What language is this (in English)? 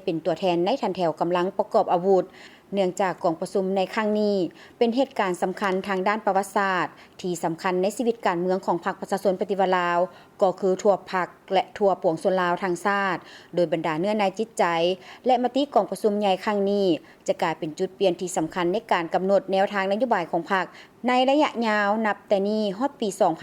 Lao